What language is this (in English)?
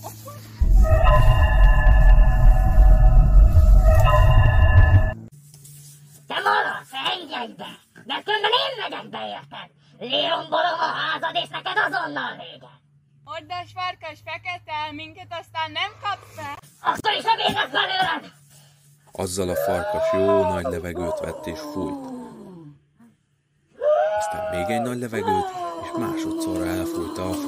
Hungarian